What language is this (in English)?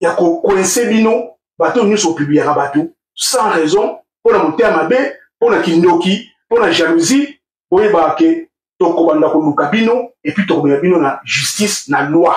Lingala